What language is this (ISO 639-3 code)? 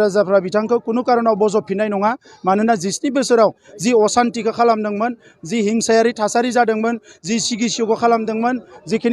brx